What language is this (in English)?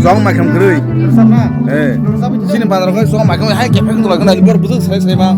Kok Borok